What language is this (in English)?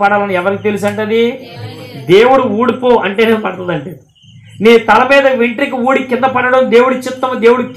Telugu